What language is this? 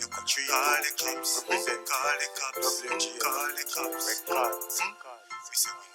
Jamaican Creole English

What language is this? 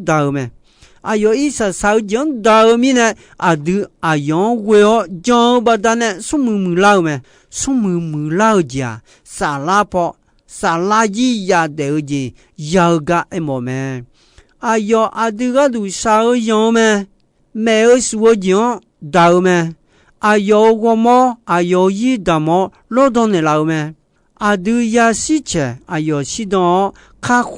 Akha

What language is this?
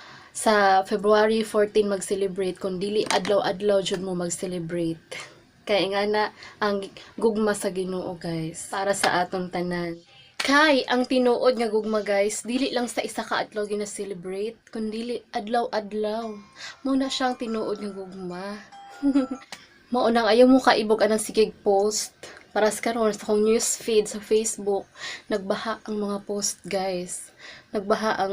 Cebuano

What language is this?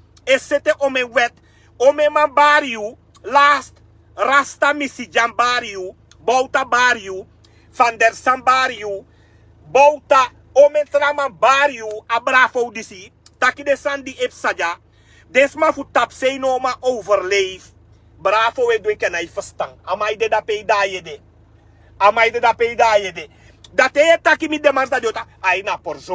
Sranan Tongo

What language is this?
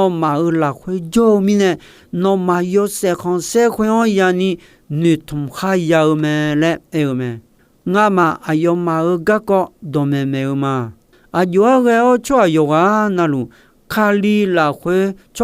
Akha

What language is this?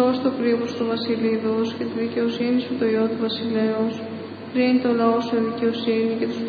Greek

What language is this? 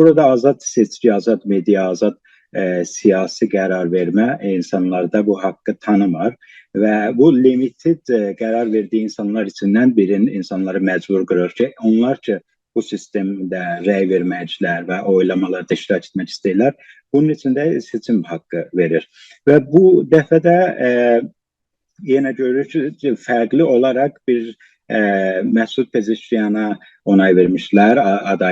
South Azerbaijani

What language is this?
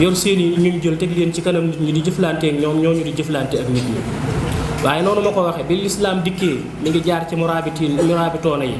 Wolof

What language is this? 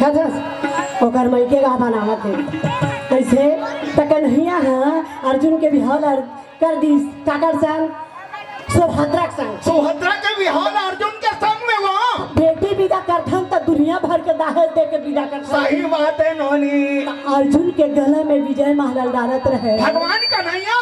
Chhattisgarhi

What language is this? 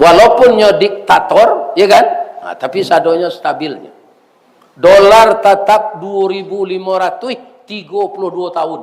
Minangkabau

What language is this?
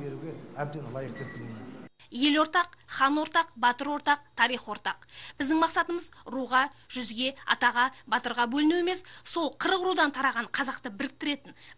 Kazakh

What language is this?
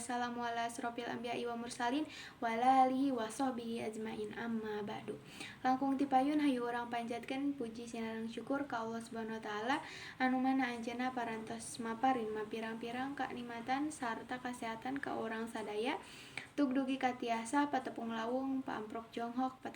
Sundanese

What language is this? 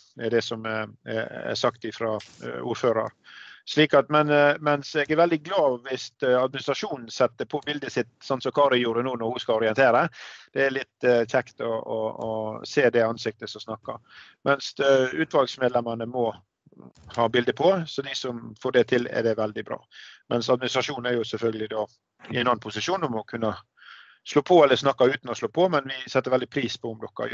Norwegian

